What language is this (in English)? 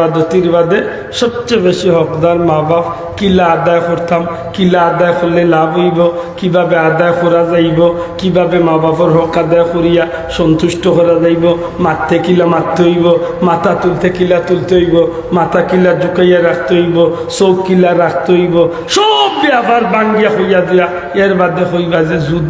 Sylheti